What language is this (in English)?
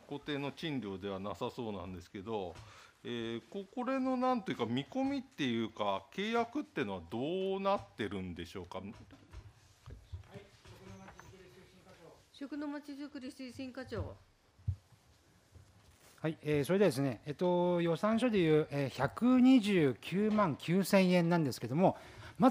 Japanese